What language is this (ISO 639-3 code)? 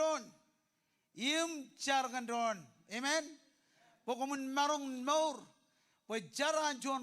mah